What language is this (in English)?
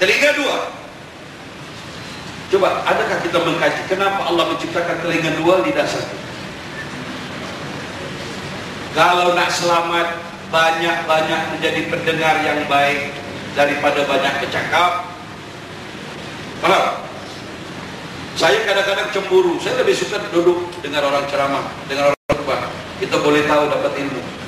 Malay